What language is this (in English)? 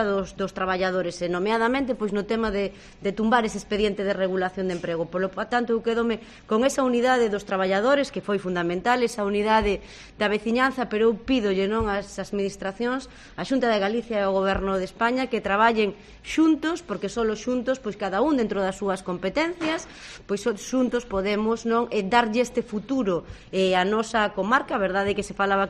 Galician